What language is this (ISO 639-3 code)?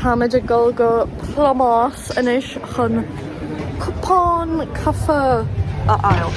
gle